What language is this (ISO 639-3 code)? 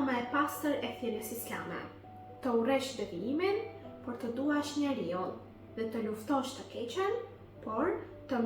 sqi